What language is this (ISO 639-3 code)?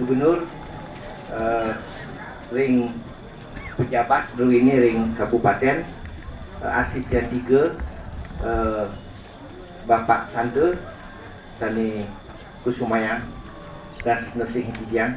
ban